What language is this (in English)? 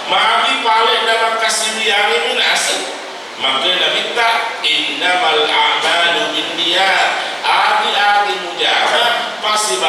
Buginese